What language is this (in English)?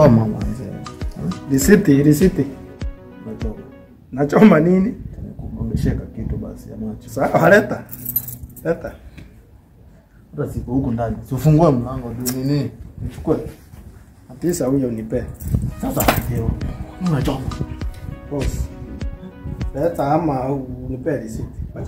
Swahili